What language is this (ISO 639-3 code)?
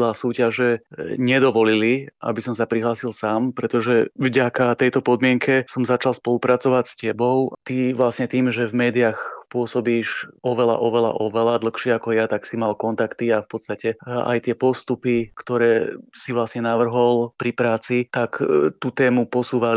slk